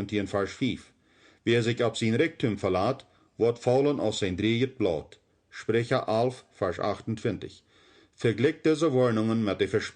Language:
Plautdietsch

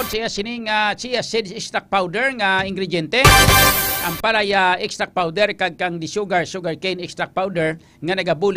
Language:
Hiligaynon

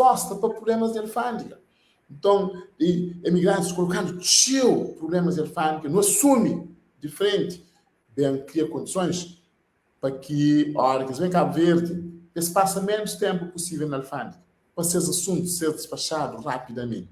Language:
Kabuverdianu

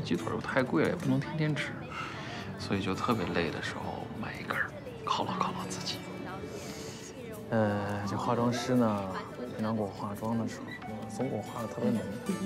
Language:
Chinese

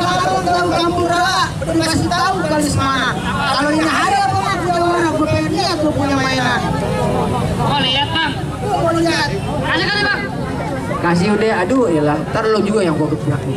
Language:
Betawi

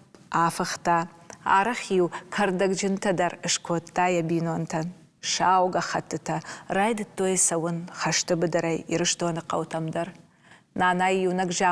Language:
Ossetic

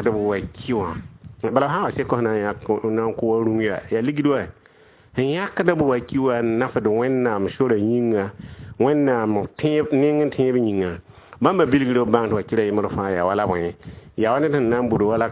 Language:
Mossi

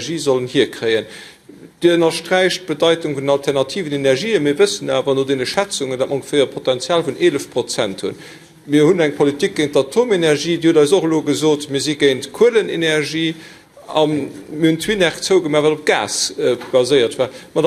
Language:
Luxembourgish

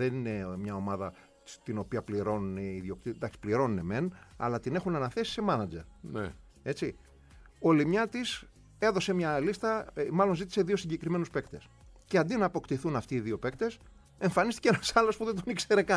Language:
Greek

